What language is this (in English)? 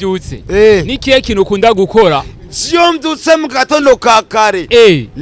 Rundi